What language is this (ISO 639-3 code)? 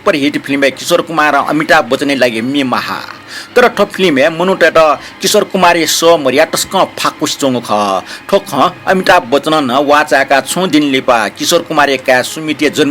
new